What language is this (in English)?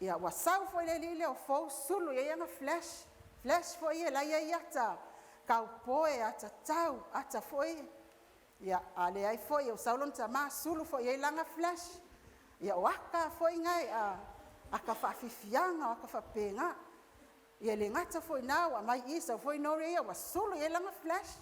Samoan